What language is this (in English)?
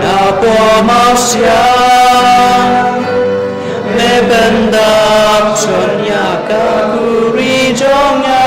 Khasi